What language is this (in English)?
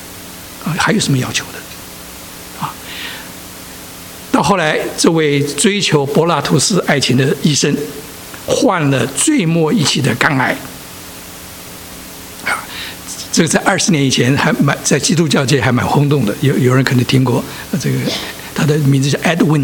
Chinese